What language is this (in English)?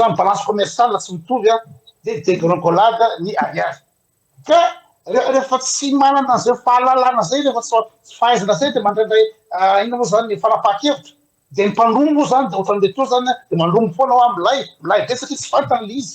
Malagasy